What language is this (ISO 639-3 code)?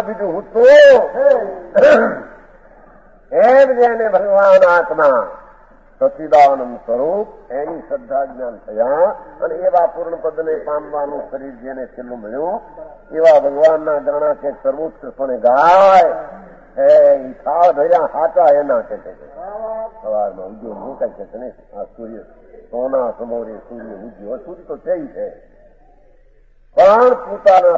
guj